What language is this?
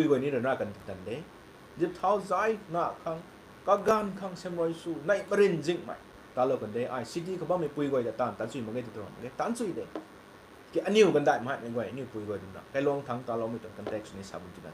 Rongmei Naga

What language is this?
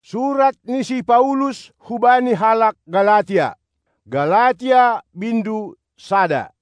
Batak Simalungun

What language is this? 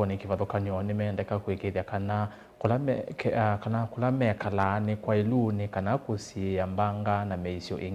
Kamba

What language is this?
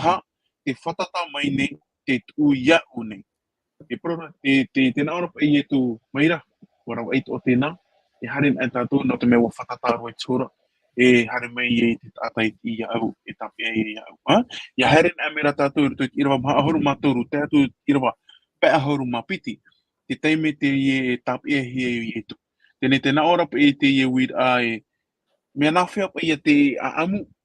Tahitian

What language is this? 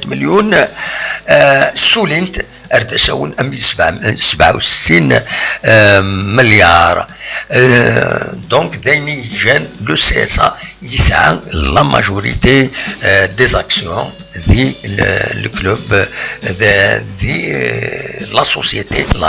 Kabyle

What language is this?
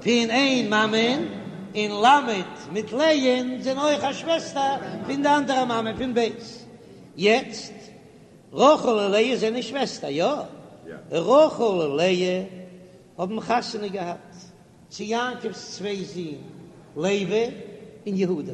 Yiddish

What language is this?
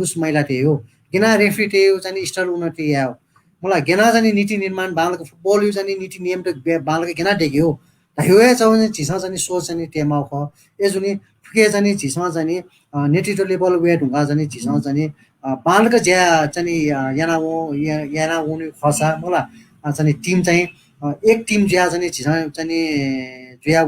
Newari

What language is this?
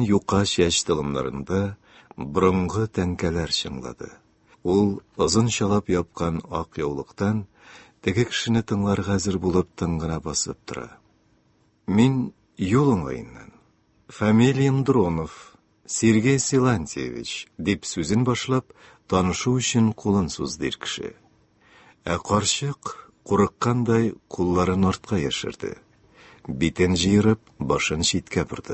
Tatar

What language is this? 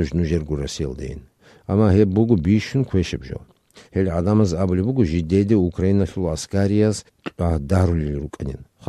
Avaric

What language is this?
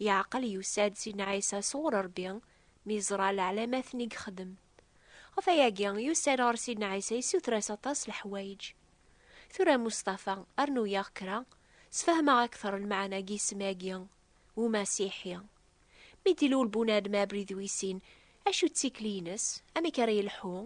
Kabyle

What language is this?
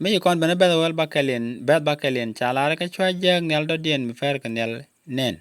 Nuer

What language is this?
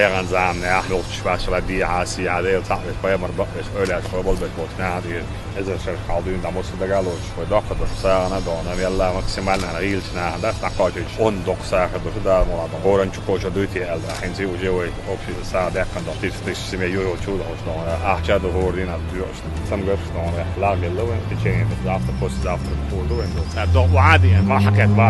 Chechen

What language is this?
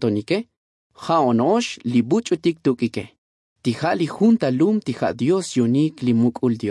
Tzotzil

